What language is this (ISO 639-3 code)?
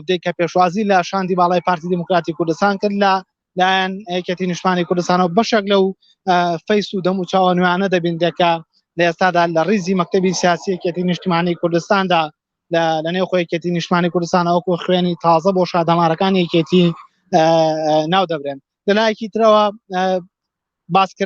ckb